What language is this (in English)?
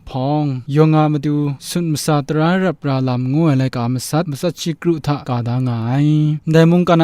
Kachin